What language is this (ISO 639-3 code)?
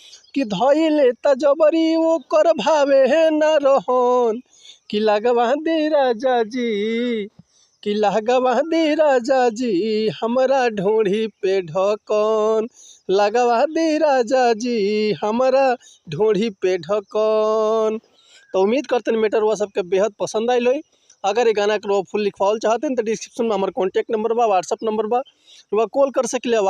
bho